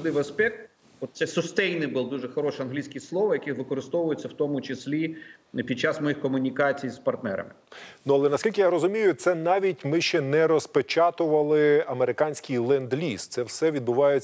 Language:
Ukrainian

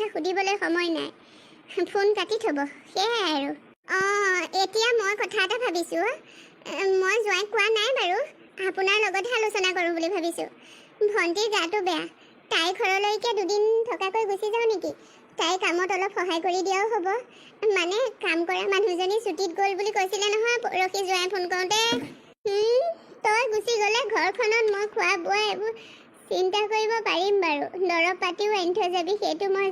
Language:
Assamese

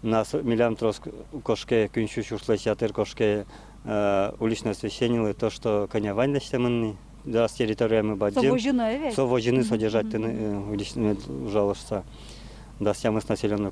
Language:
Udmurt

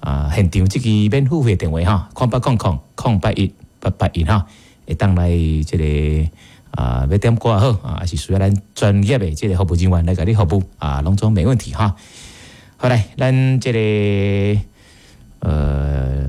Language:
Min Nan Chinese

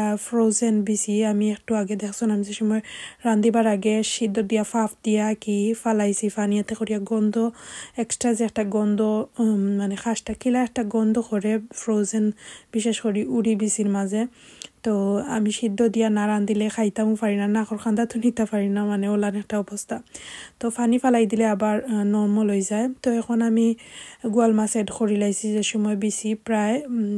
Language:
Sylheti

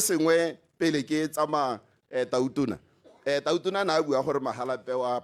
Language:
Tswana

